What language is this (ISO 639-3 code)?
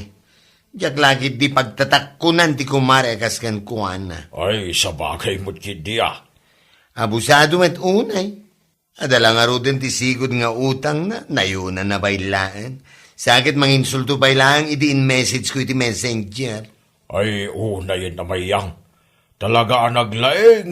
ilo